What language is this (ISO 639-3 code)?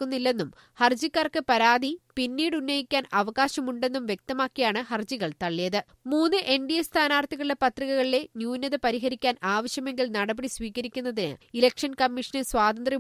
mal